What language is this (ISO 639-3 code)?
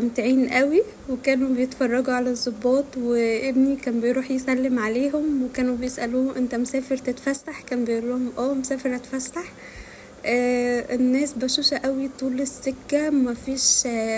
arz